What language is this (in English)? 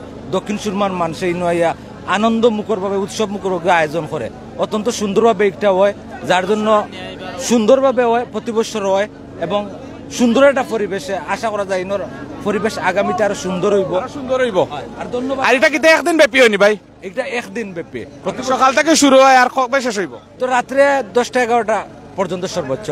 Sylheti